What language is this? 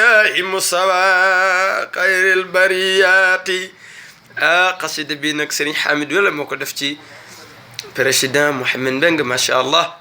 Wolof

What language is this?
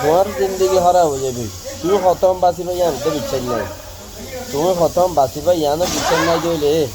Rohingya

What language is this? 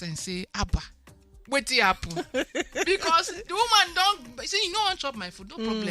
Nigerian Pidgin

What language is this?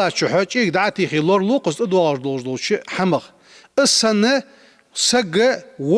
Ingush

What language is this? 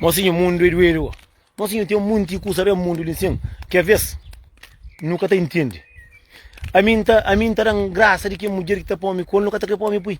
Kabuverdianu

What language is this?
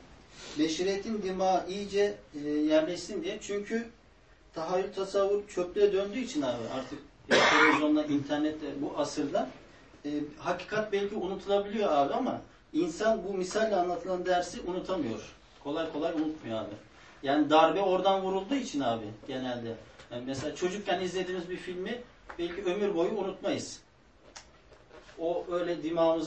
Turkish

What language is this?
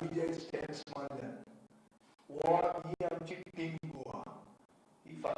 Konkani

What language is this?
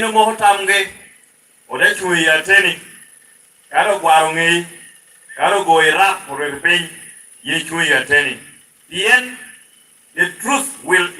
Lango (Uganda)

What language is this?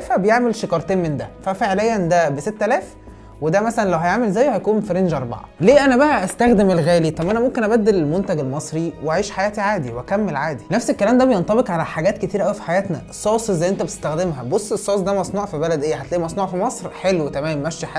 Egyptian Arabic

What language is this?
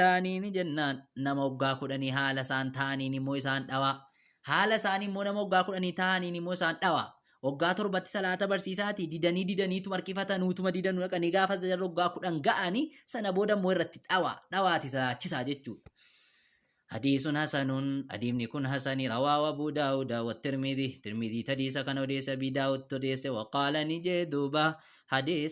Oromo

